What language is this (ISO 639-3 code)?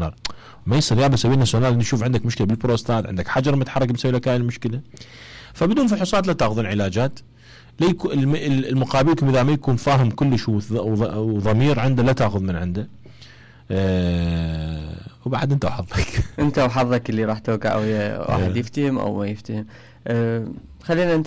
acm